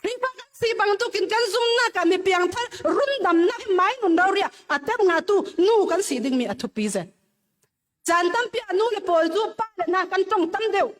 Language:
Falam Chin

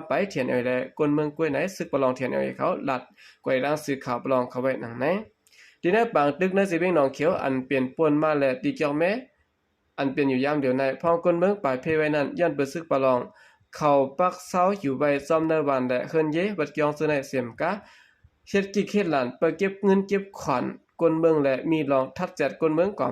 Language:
Shan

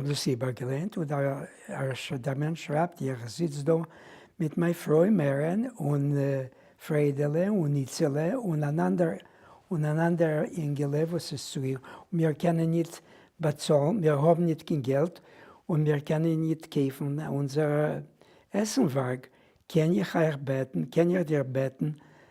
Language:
Yiddish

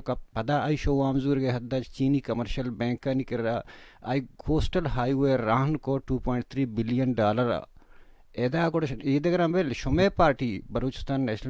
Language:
Baluchi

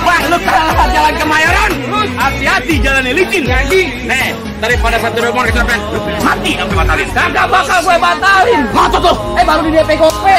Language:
Betawi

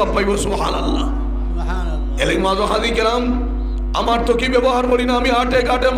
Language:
Sylheti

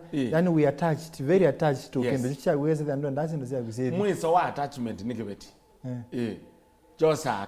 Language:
Kamba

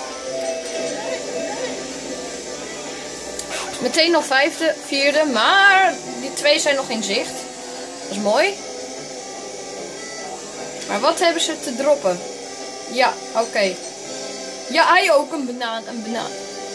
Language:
Dutch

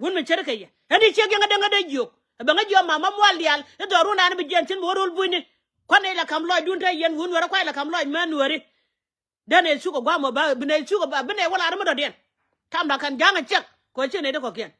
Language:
Nuer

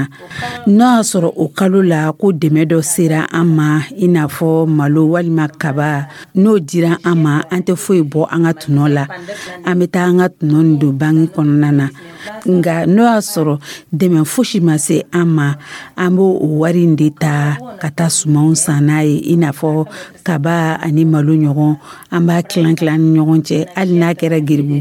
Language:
Dyula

